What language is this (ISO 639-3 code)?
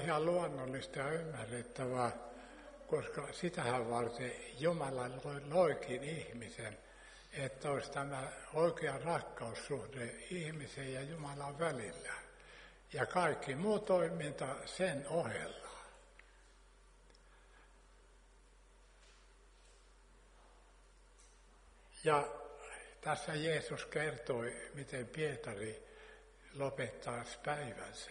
fin